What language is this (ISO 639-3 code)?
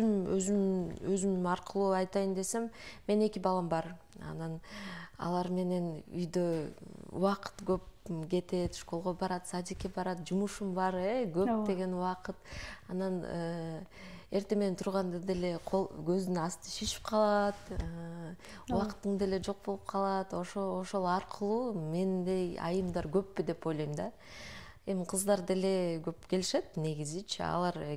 kir